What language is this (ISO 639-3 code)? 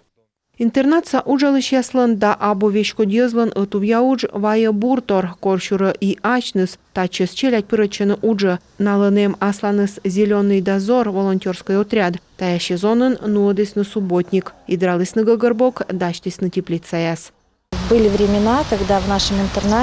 kom